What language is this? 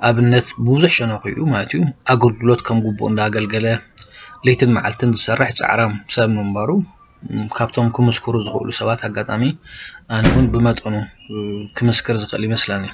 Tigrinya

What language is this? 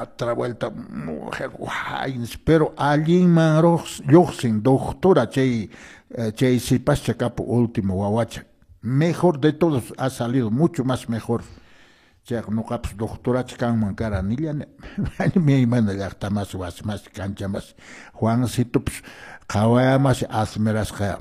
Quechua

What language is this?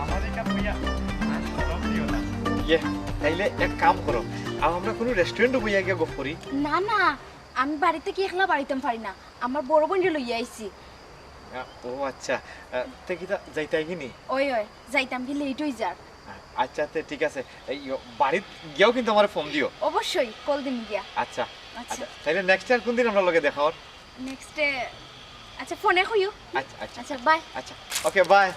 Sylheti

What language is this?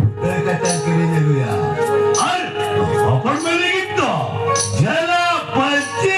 Santali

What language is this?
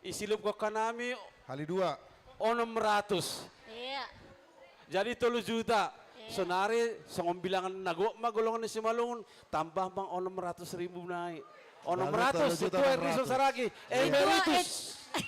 Batak Simalungun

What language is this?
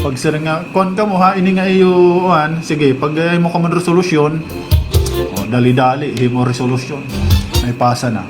Waray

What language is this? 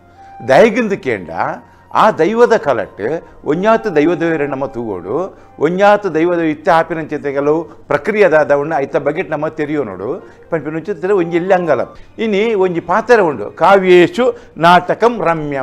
Tulu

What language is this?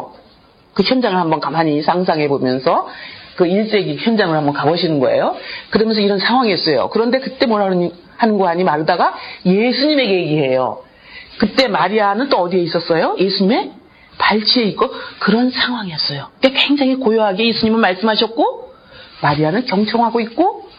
Korean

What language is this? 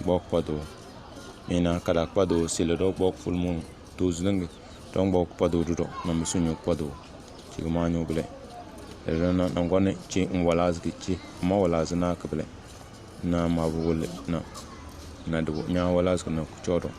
Tem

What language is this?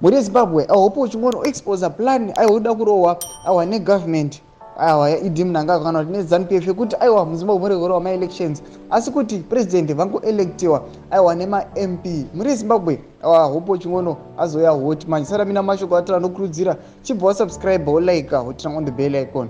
Shona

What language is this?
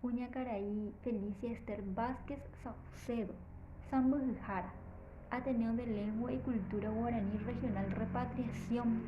Guarani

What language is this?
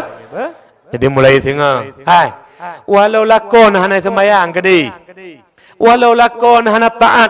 Achinese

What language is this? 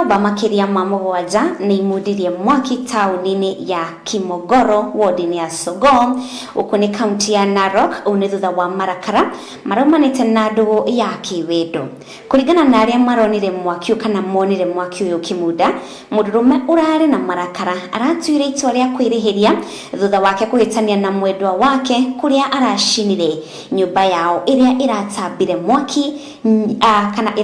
Kikuyu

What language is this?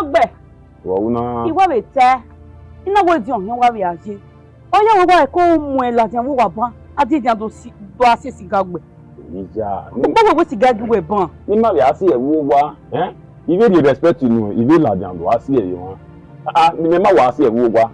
Bini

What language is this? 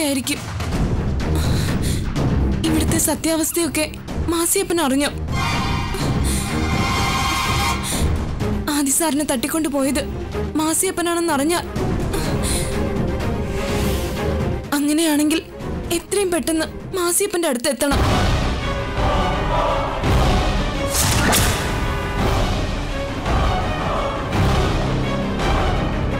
Malayalam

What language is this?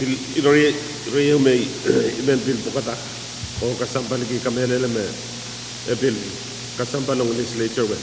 Pohnpeian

